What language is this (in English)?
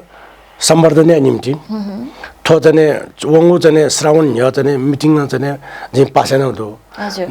Newari